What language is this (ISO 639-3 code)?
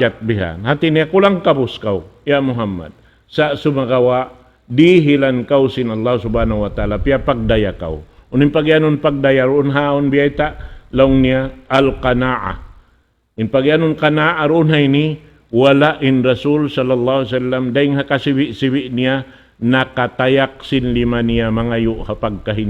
tsg